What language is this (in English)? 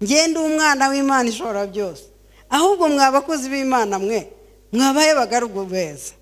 Kinyarwanda